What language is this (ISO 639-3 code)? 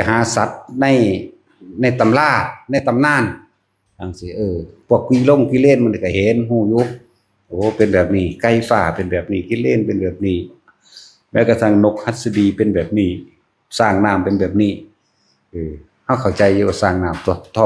tts